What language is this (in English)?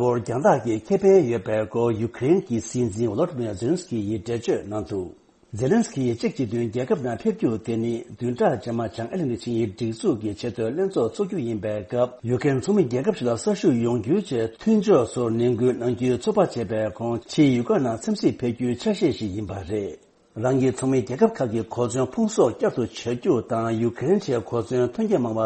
Tibetan